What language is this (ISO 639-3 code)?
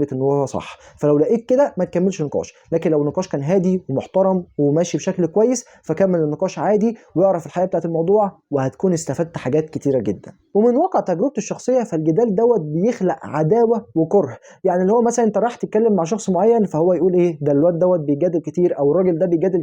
arz